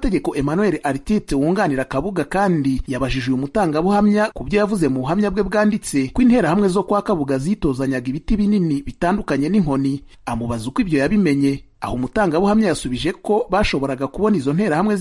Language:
Kinyarwanda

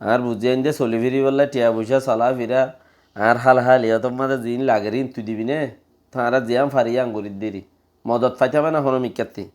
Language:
Rohingya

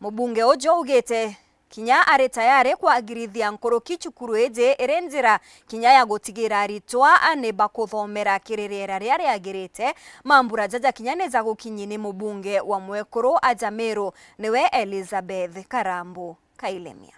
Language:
Meru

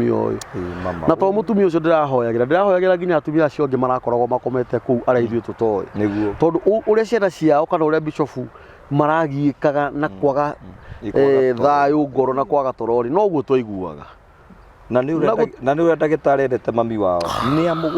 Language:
Kikuyu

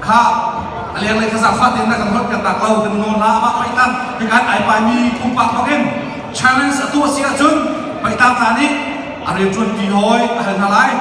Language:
Hakha Chin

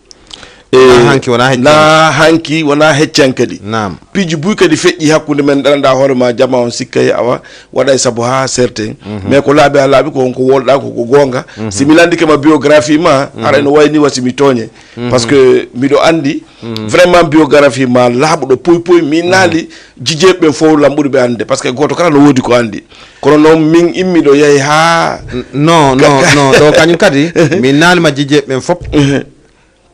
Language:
Fula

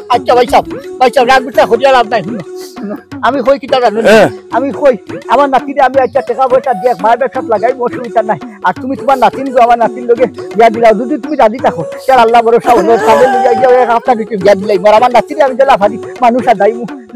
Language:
Sylheti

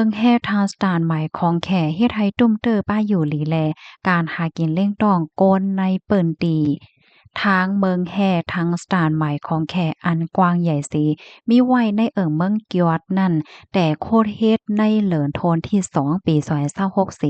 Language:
Shan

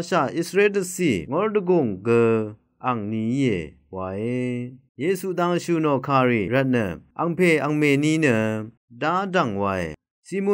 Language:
Rawang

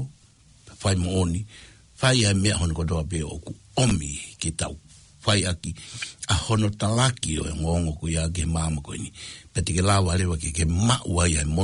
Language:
Tongan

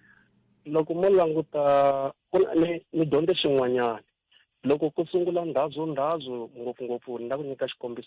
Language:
Tsonga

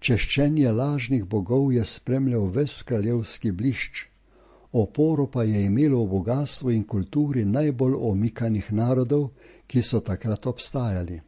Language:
Slovenian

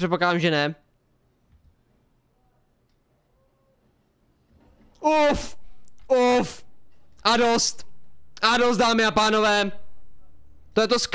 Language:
Czech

